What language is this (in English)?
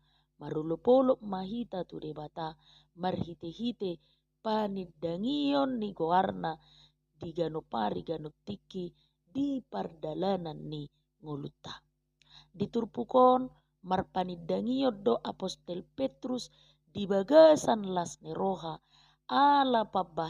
Batak Toba